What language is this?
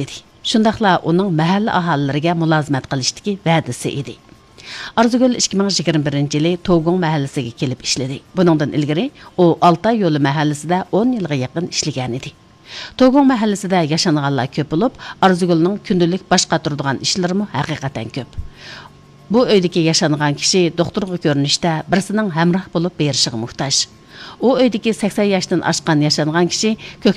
Uyghur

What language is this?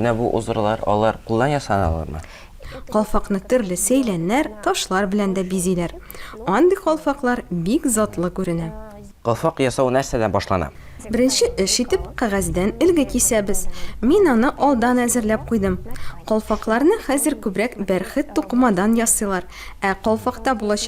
Tatar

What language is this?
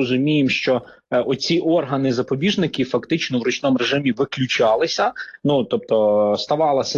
Ukrainian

